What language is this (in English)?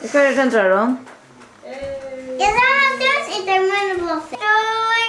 Faroese